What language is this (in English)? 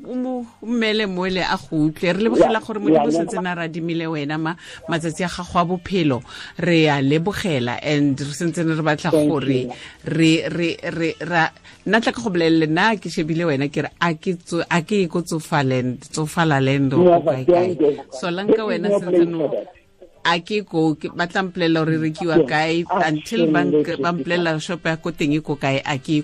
Tswana